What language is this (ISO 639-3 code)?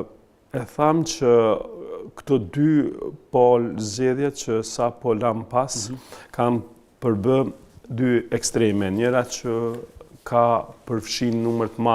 sqi